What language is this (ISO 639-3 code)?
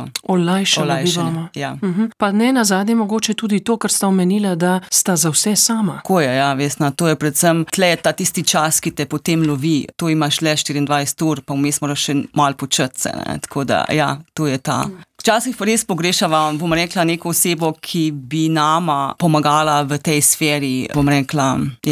slv